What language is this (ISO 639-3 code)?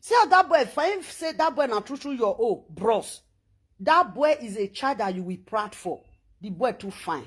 pcm